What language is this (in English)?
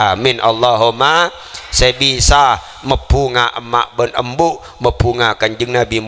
Madurese